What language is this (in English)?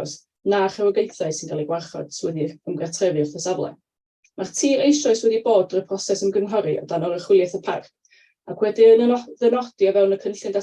Welsh